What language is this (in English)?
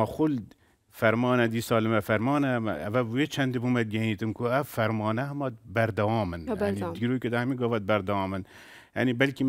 Kurdish